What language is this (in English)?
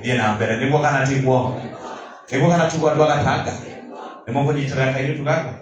Kikuyu